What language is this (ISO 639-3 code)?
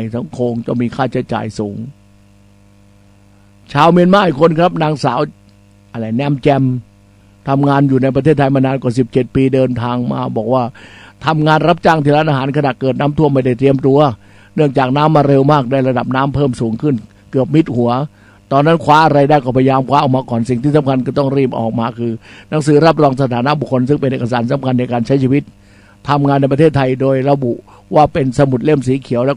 tha